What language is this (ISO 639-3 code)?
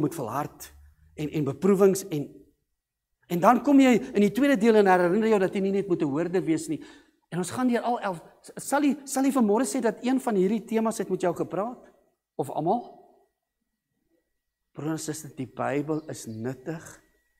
afr